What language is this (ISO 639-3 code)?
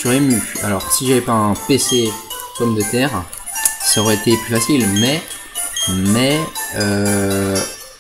fra